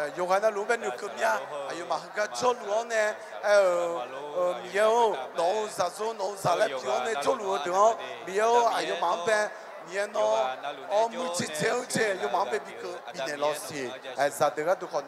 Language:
Akha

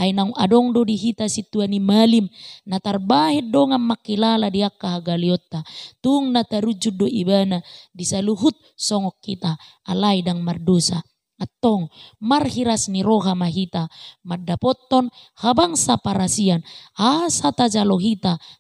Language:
Batak Toba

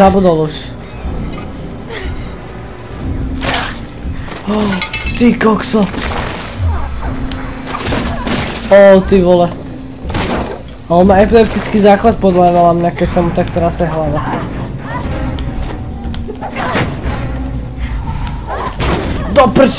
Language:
Slovak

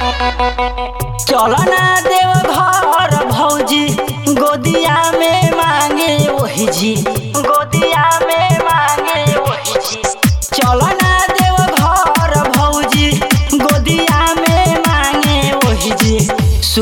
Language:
Bhojpuri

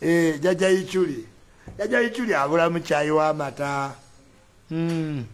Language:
Ganda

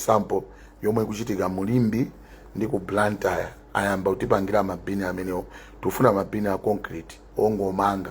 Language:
Nyanja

